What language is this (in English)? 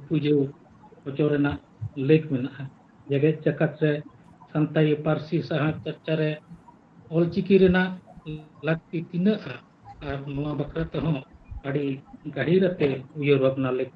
Santali